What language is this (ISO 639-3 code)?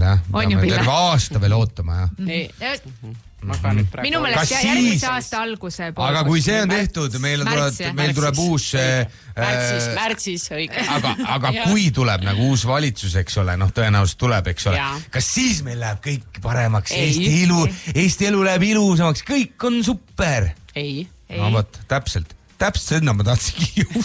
est